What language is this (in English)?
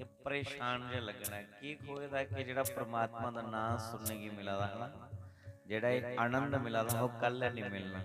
Dogri